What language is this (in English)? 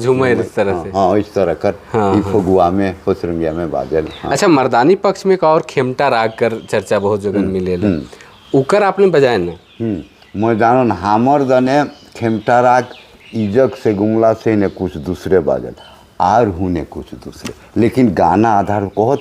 Sadri